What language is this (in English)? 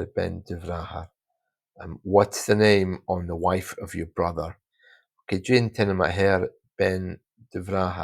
Scottish Gaelic